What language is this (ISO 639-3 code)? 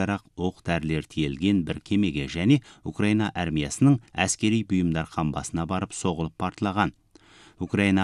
kaz